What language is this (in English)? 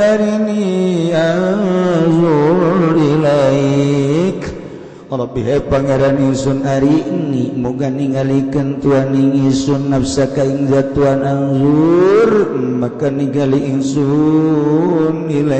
Sundanese